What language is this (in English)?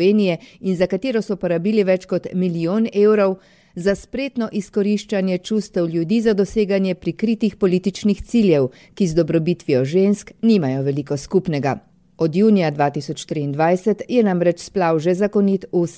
Slovenian